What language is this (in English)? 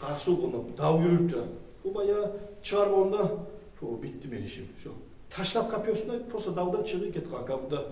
Kumyk